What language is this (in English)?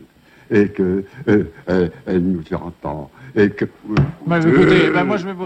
French